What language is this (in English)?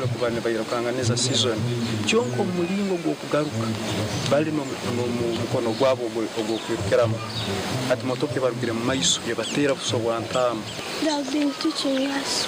Nyankole